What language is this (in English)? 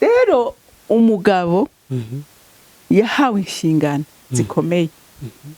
Rundi